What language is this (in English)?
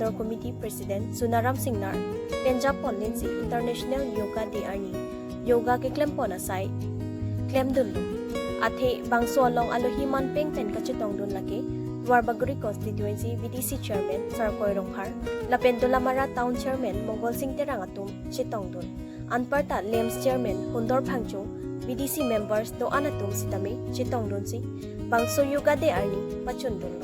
Karbi